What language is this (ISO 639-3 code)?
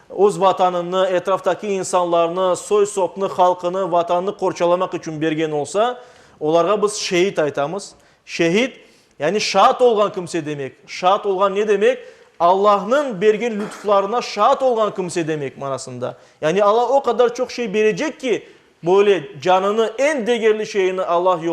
crh